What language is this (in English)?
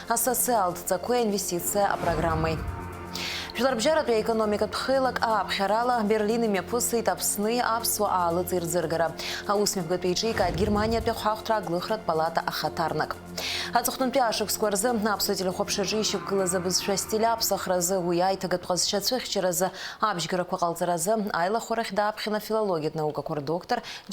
Abkhazian